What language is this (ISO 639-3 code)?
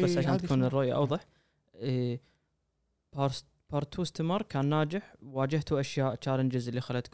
afb